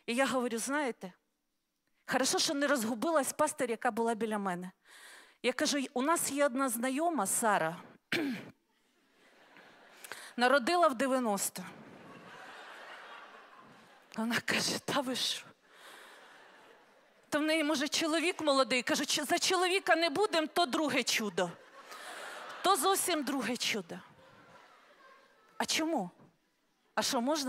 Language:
Ukrainian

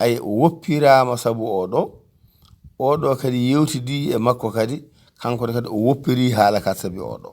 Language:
Fula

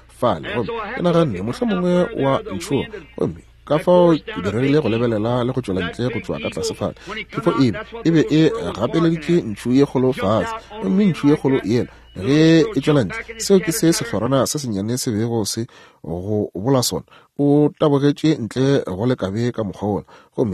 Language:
Northern Sotho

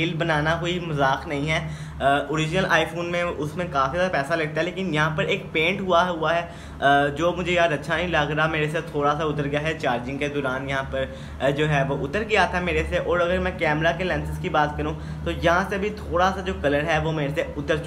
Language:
Hindi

